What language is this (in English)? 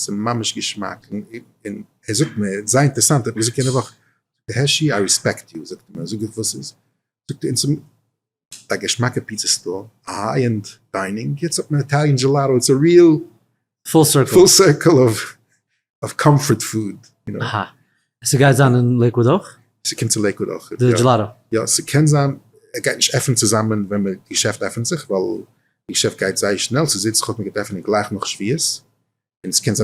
Yiddish